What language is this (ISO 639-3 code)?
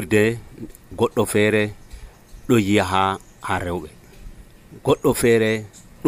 fuv